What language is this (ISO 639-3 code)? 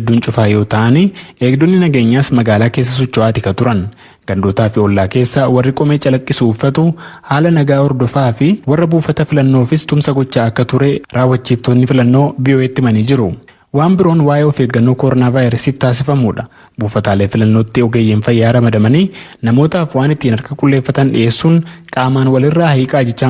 orm